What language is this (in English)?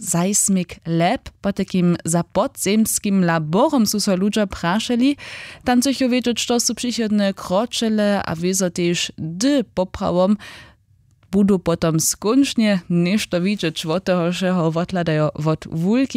Upper Sorbian